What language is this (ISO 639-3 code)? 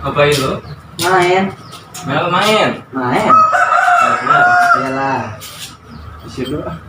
bew